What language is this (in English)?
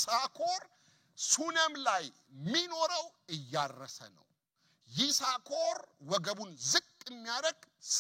Amharic